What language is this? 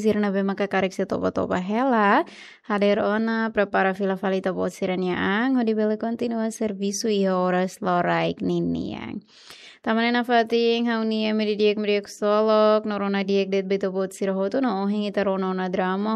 Tetum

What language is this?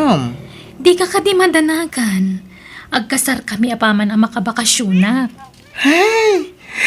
Iloko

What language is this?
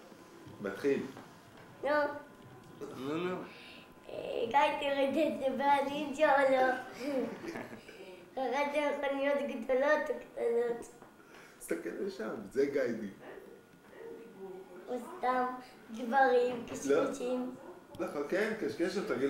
Hebrew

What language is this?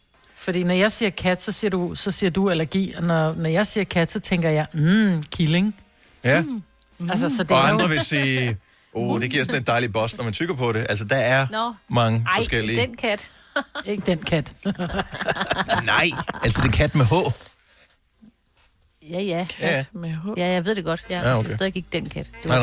Danish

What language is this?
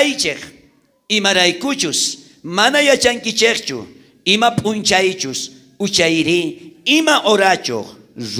South Bolivian Quechua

